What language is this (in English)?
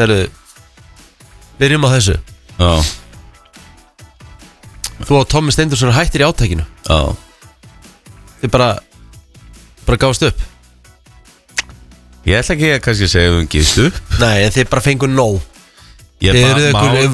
Icelandic